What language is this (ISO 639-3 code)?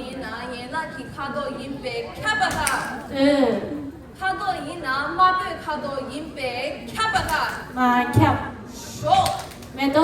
bod